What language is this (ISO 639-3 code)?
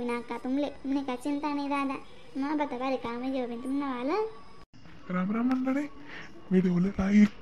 khn